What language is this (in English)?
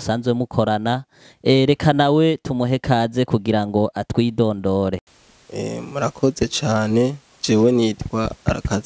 Rundi